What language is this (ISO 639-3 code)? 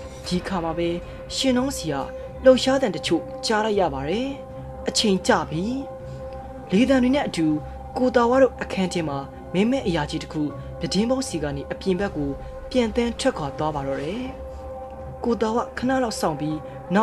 mya